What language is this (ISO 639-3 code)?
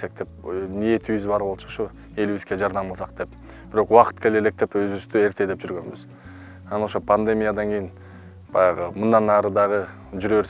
kir